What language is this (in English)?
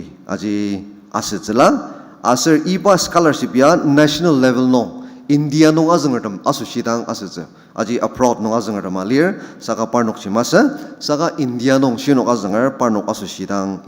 Ao Naga